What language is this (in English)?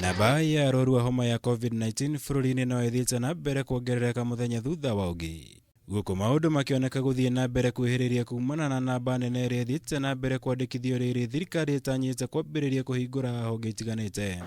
Kikuyu